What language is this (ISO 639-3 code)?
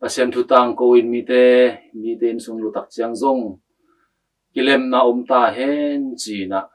ctd